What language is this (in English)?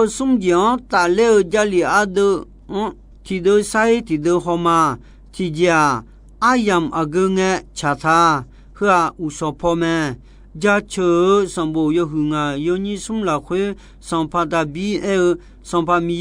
Akha